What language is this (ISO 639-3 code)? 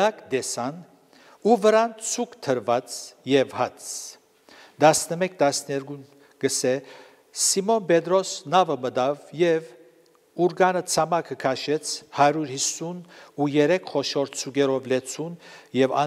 hye